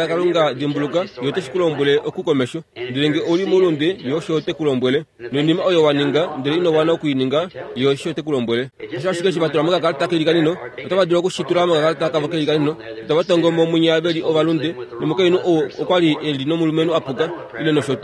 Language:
Kuanyama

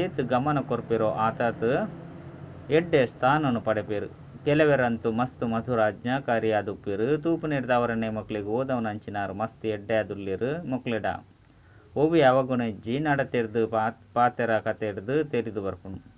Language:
Tulu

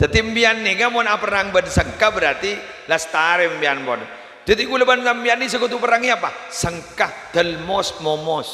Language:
Madurese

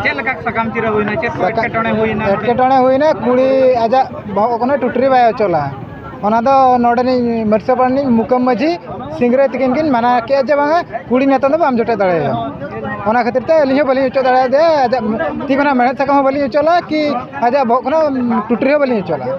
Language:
Santali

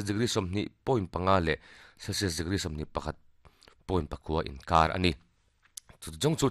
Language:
Mizo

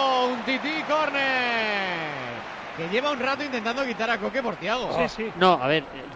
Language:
Spanish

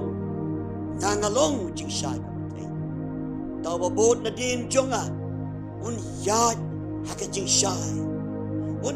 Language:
Khasi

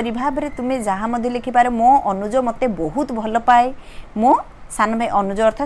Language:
Odia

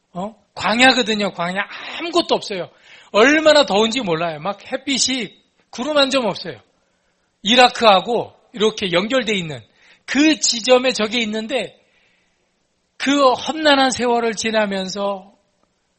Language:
Korean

